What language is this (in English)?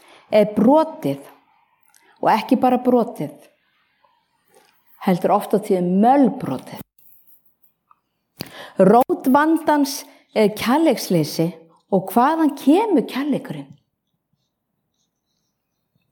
Icelandic